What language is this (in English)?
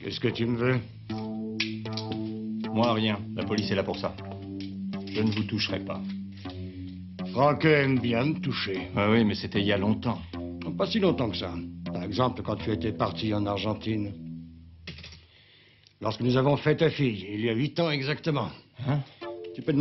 French